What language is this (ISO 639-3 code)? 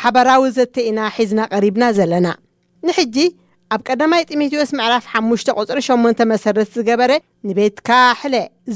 tir